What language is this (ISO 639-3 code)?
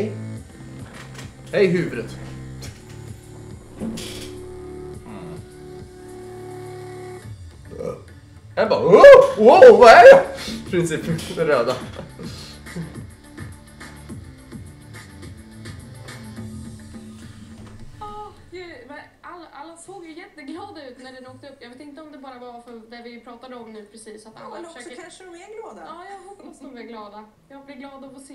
swe